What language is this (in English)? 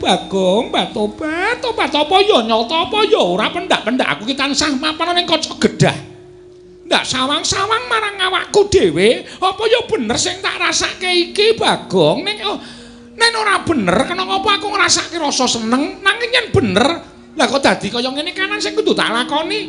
Javanese